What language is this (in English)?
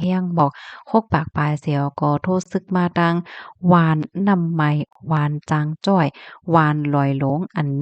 Shan